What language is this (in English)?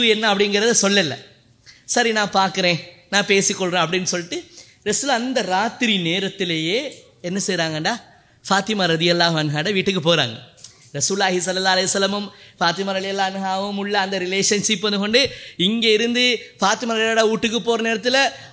Tamil